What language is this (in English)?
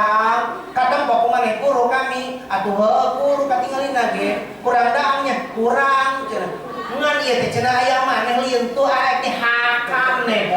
Sundanese